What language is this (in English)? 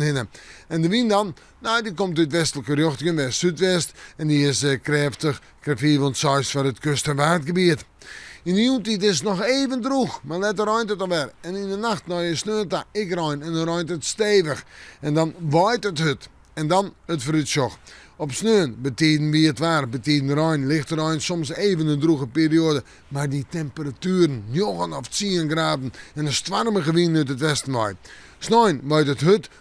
Western Frisian